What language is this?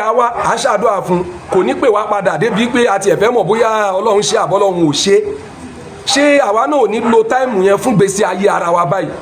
Yoruba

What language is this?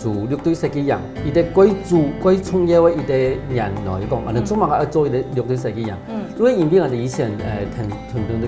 Hakka Chinese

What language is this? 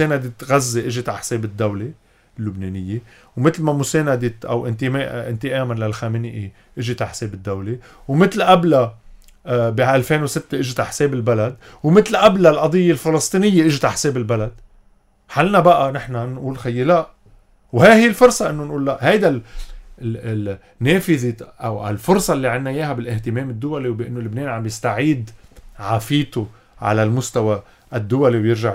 North Levantine Arabic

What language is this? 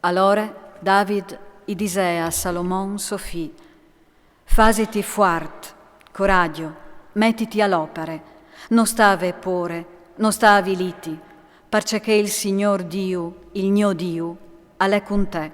Friulian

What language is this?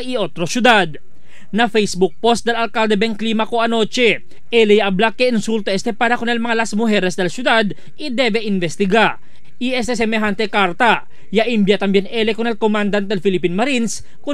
Chavacano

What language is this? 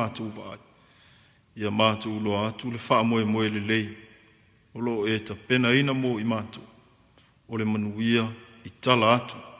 Samoan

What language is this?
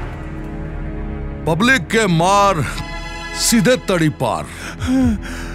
Bhojpuri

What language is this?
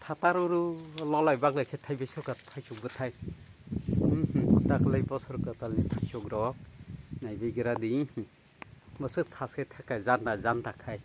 Kok Borok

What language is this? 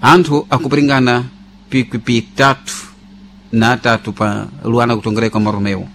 Sena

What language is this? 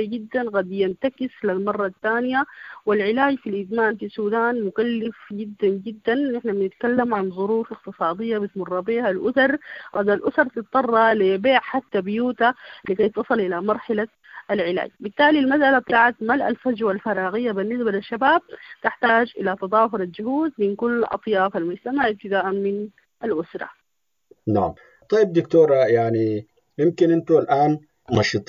Sudanese Arabic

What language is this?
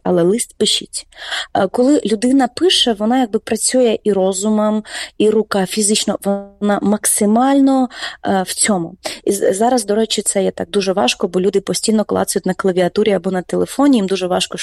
Ukrainian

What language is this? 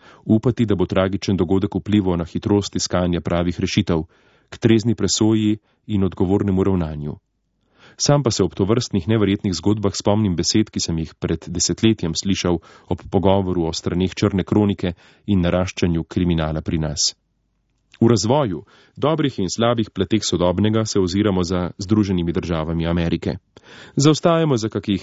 Slovenian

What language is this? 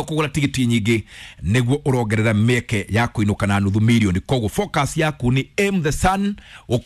Kikuyu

